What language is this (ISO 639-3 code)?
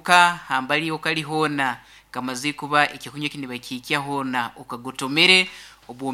nyn